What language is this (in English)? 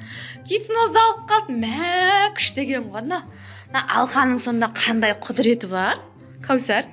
Kazakh